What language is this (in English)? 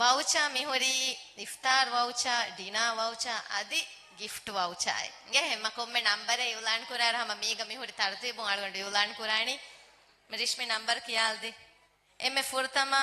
Divehi